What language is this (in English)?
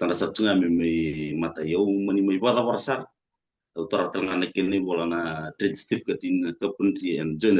Fijian